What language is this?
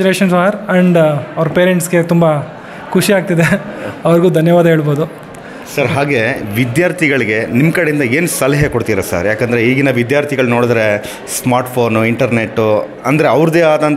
Kannada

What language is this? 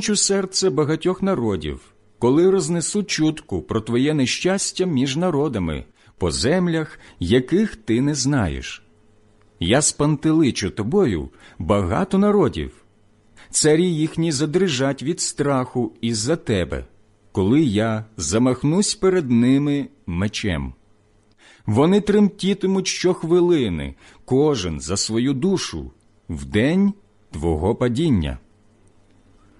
Ukrainian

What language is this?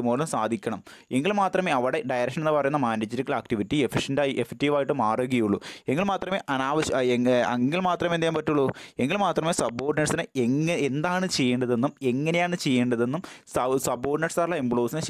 Malayalam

